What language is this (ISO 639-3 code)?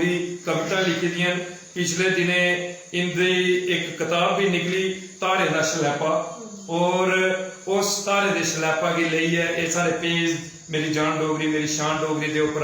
doi